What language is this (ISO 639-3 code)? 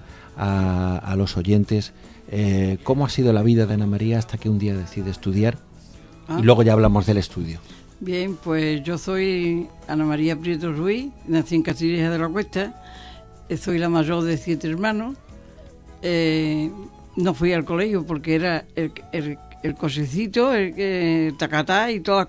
spa